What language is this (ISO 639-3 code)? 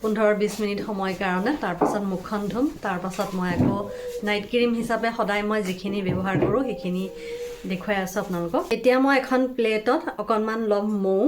asm